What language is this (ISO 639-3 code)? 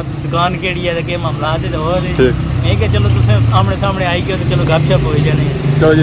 phr